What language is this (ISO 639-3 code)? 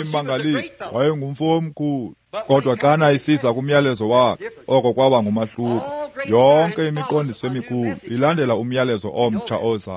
xho